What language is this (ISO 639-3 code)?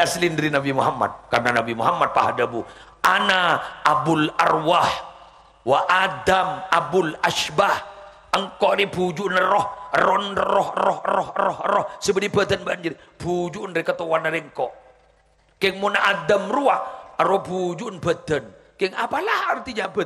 mad